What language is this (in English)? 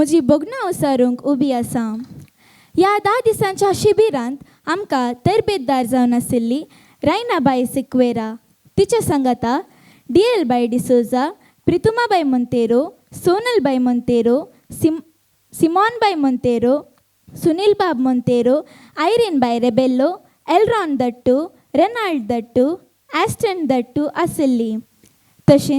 Konkani